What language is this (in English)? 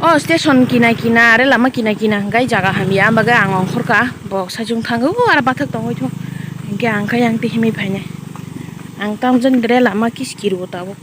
Kok Borok